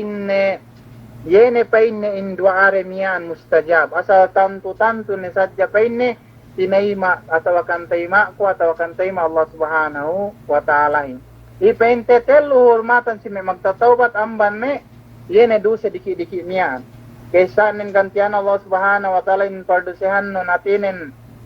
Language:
Yakan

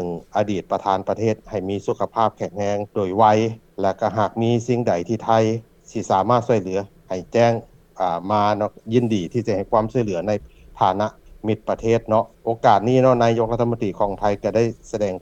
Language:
Lao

